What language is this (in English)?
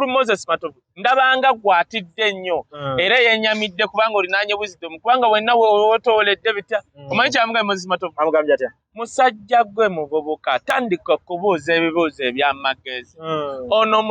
Ganda